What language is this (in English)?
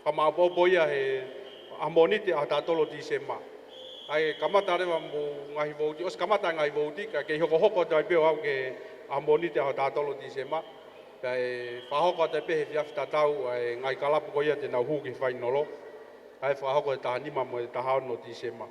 Tongan